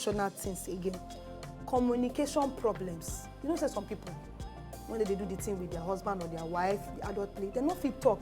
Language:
Nigerian Pidgin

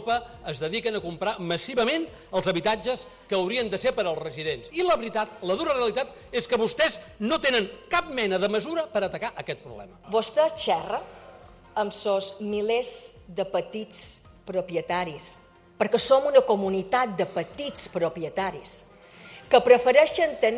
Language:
Catalan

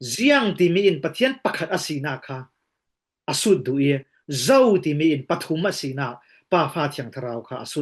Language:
Falam Chin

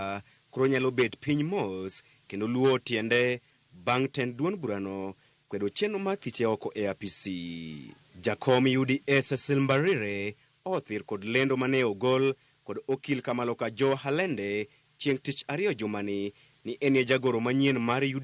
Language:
Luo (Kenya and Tanzania)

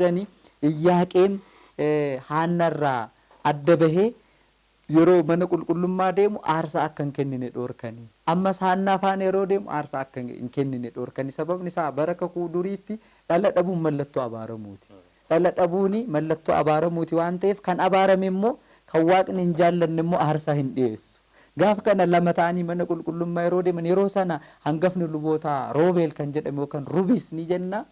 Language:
Oromo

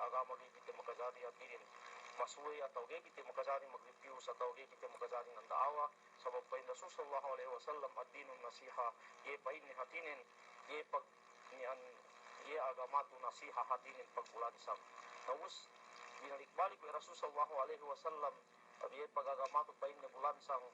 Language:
Yakan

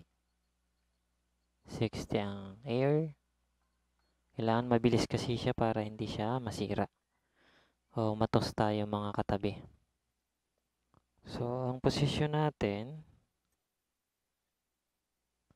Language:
Filipino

